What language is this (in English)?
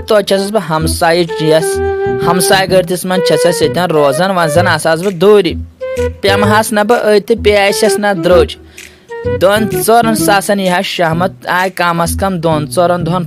Kashmiri